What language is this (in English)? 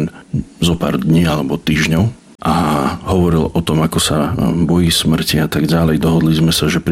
Slovak